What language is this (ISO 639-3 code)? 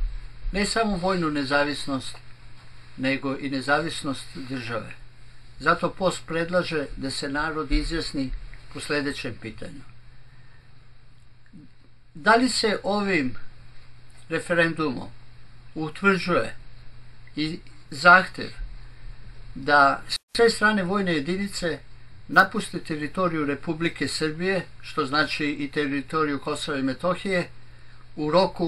srp